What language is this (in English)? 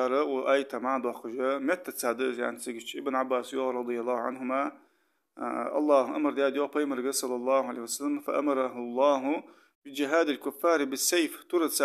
Ingush